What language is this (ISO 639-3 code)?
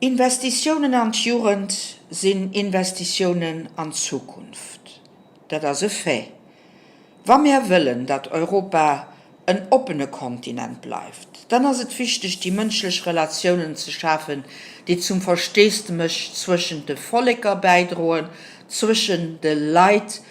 ltz